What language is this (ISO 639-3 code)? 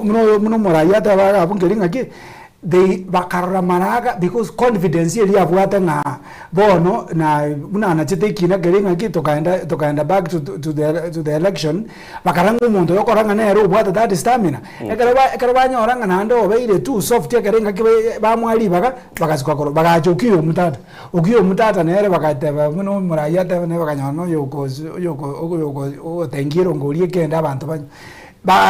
guz